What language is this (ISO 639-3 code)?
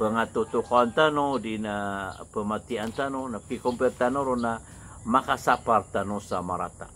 mrw